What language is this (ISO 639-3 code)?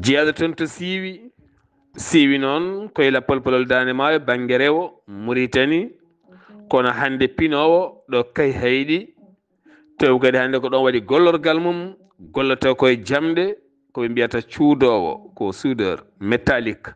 ful